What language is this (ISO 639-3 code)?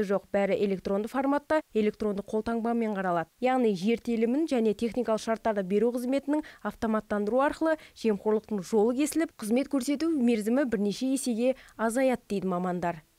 kaz